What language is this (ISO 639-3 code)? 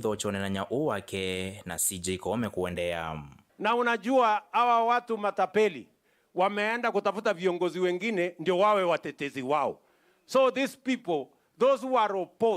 kam